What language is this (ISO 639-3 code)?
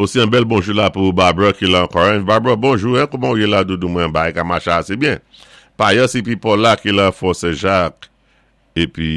acf